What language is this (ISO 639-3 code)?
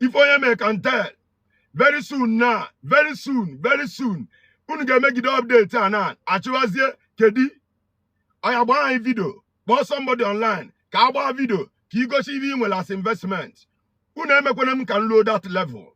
ibo